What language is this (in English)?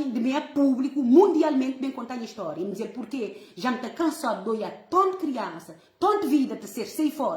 Kabuverdianu